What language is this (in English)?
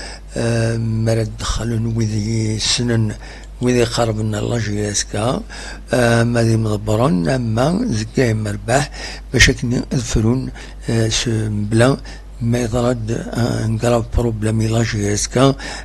Kabyle